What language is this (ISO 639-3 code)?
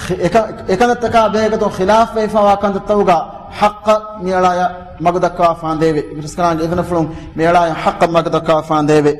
div